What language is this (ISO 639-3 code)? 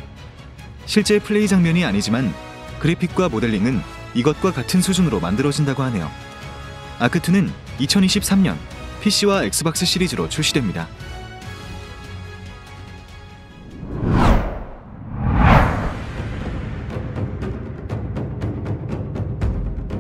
kor